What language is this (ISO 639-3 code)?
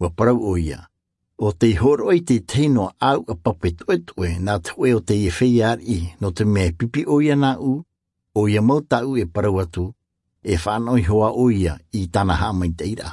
tah